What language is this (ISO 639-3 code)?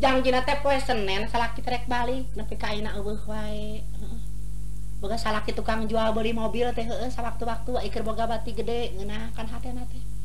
sun